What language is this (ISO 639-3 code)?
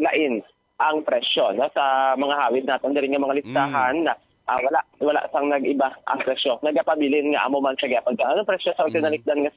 hil